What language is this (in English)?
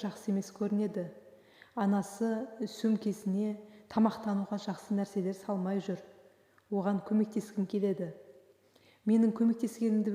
Kazakh